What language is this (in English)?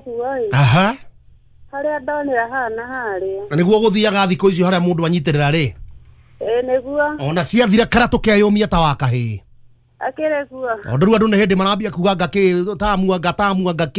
Kikuyu